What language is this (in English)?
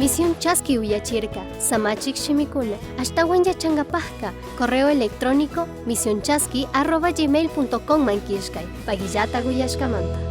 Chimborazo Highland Quichua